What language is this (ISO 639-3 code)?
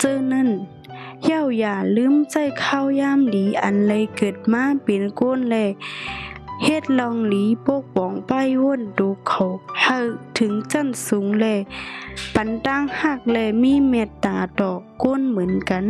shn